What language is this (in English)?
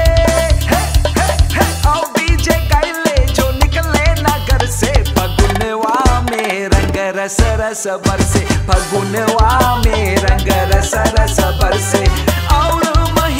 Bhojpuri